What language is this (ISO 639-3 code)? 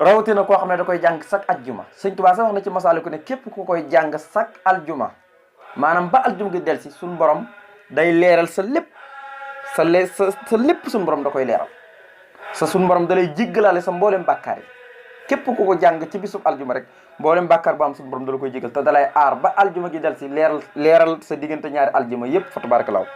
wol